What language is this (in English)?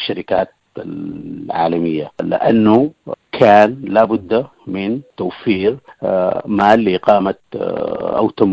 Sudanese Arabic